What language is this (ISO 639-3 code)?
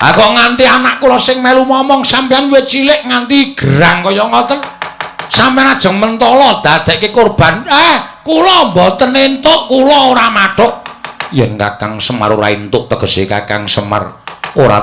jav